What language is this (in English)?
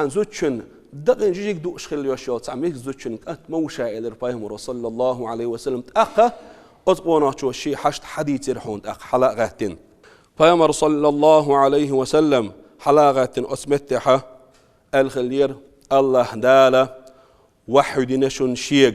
Chechen